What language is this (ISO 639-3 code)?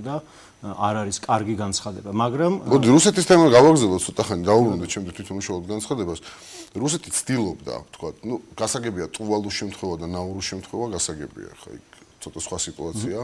kat